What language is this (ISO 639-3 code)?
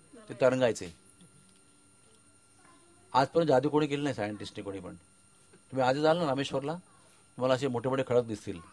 mar